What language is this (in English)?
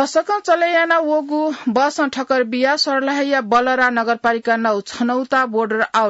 Newari